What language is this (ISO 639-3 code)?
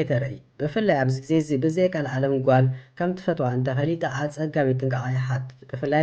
tir